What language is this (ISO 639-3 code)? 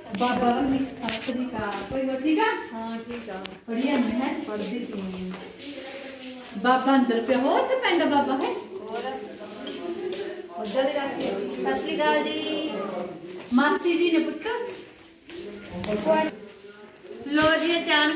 pan